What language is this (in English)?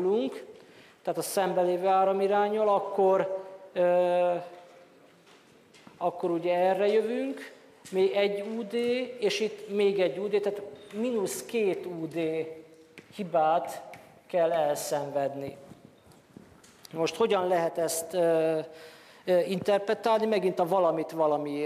Hungarian